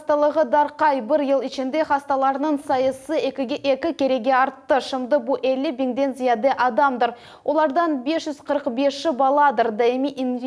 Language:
Crimean Tatar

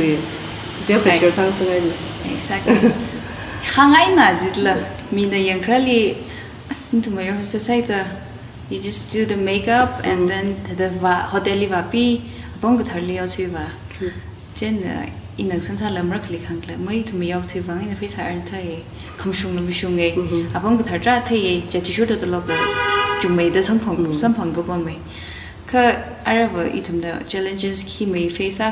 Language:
Tangkhul Naga (India)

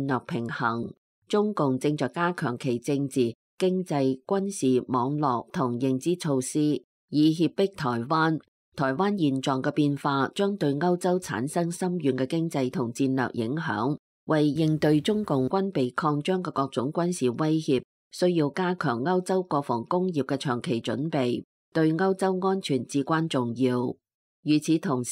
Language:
Cantonese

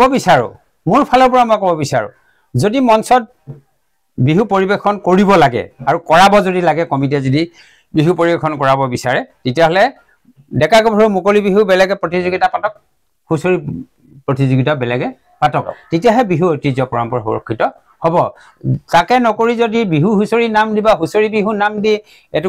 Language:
Assamese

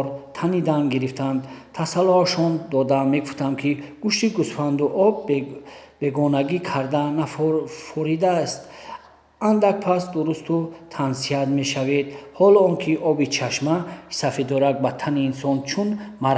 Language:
Tajik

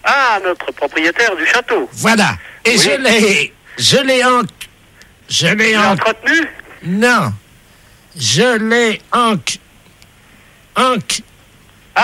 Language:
French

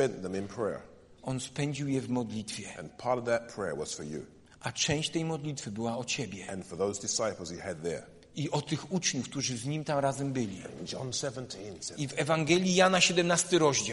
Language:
Polish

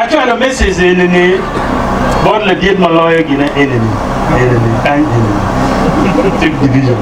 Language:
Acoli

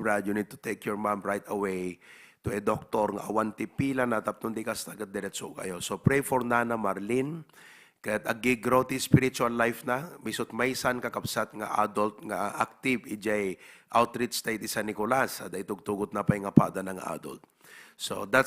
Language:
Iloko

